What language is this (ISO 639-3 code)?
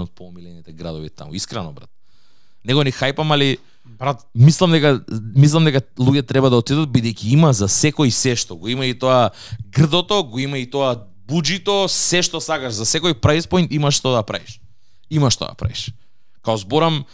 mkd